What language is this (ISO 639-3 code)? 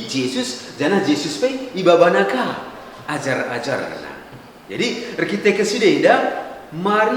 btx